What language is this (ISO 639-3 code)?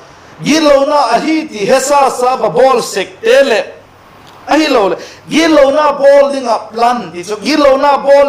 vap